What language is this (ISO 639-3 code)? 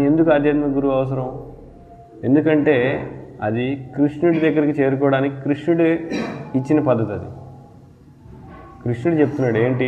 tel